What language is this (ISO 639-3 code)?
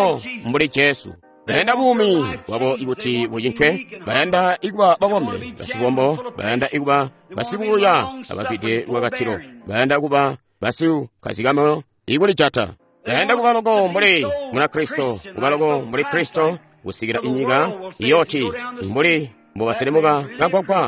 toi